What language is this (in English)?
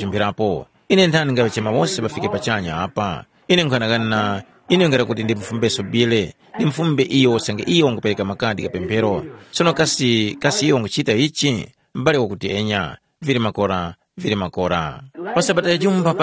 Tumbuka